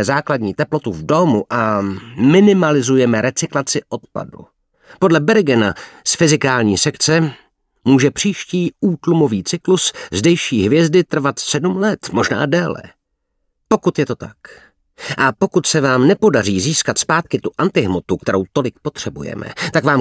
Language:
Czech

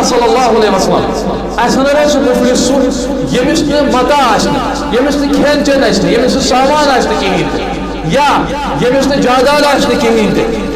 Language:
Kashmiri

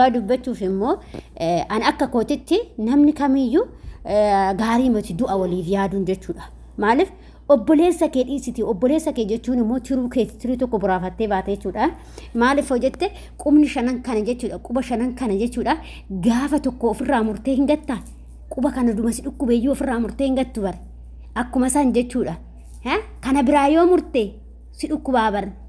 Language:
Oromo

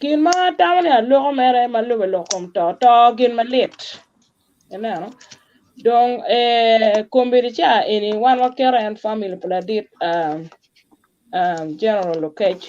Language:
Acoli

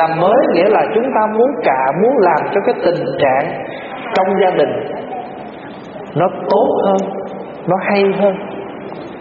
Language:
Vietnamese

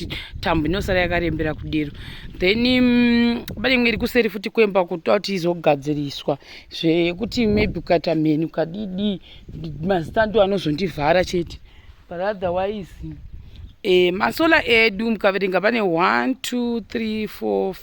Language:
Shona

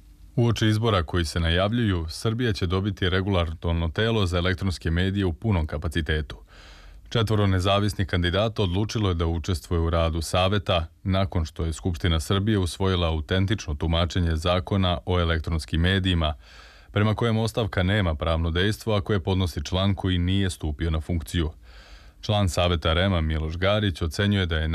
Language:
Serbian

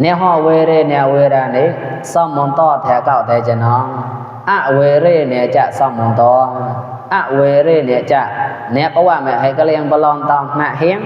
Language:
Mon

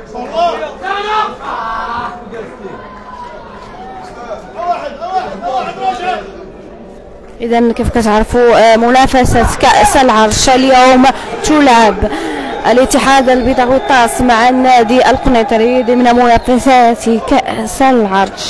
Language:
Moroccan Arabic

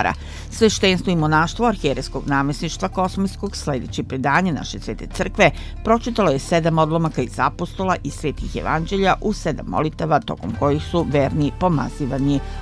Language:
Serbian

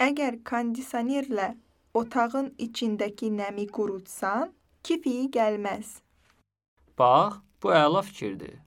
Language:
Azerbaijani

